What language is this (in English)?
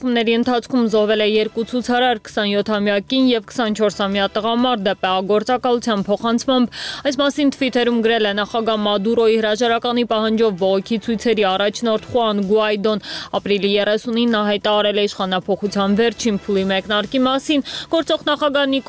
Armenian